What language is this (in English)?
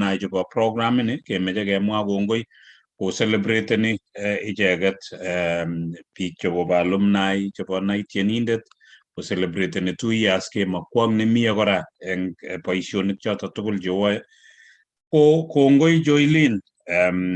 Kalenjin